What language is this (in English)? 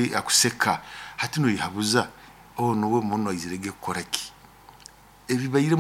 Nyoro